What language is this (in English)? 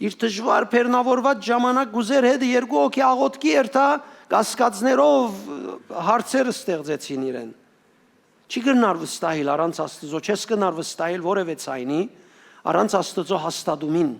Western Armenian